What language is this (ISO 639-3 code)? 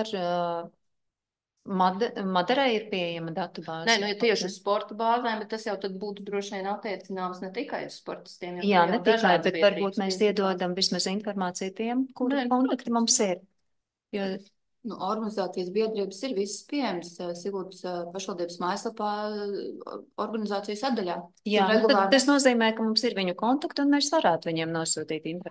lav